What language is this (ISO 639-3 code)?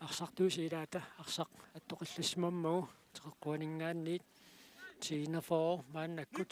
kal